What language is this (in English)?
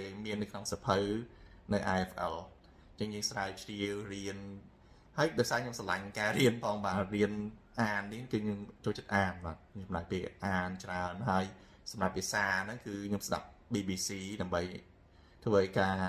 Khmer